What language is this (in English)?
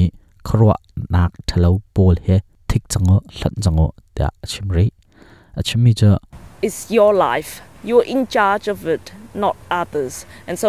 Hakha Chin